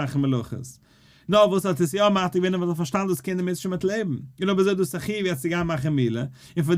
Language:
Yiddish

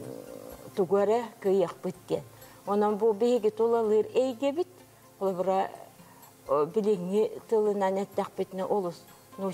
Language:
Yakut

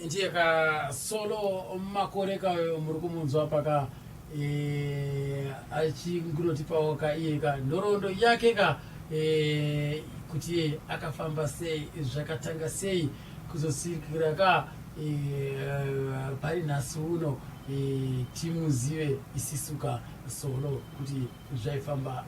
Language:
Shona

